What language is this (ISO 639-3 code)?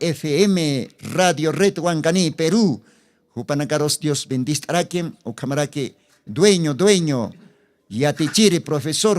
aym